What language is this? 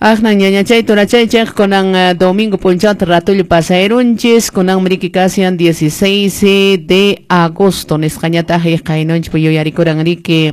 Quechua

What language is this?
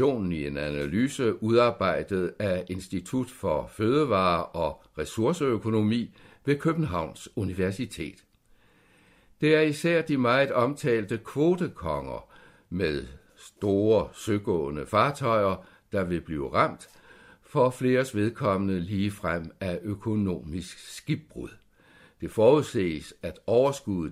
Danish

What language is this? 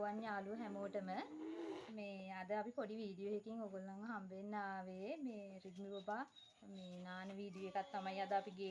Sinhala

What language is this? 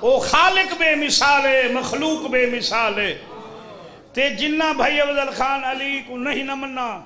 Saraiki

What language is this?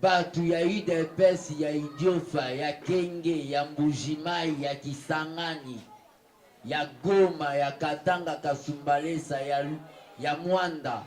Lingala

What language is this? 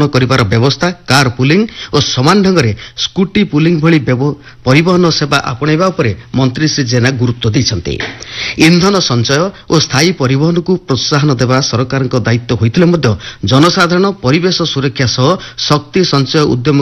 Odia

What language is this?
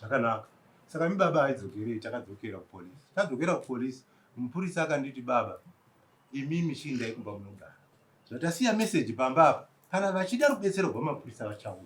Shona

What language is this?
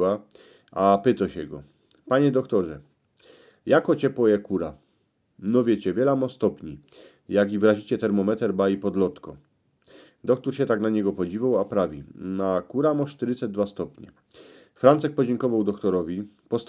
Silesian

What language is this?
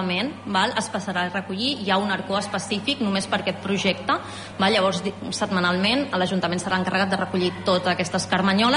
Catalan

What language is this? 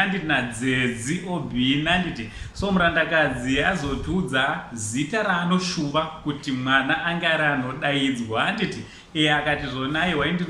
Shona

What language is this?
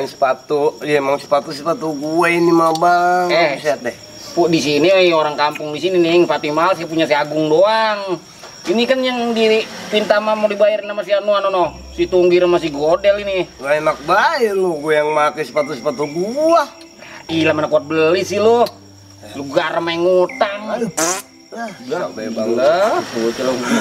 Betawi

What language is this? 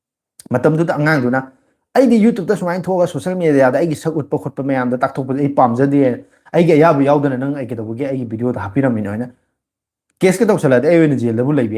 Manipuri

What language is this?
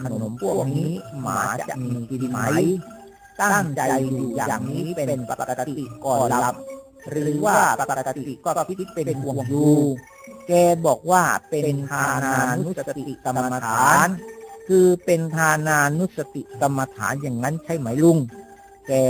Thai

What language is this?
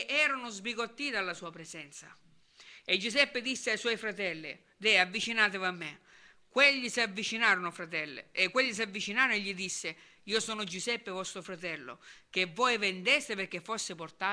Italian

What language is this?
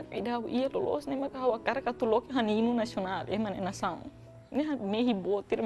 Tetum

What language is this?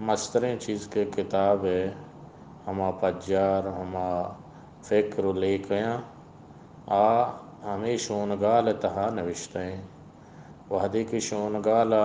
Eastern Balochi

